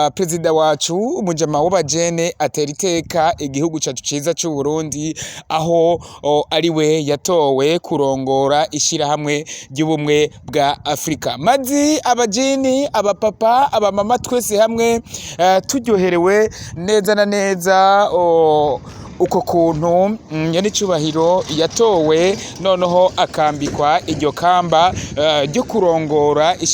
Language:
Rundi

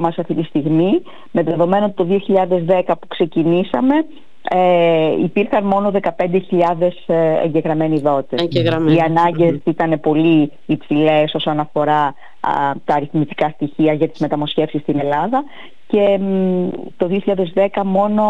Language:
Greek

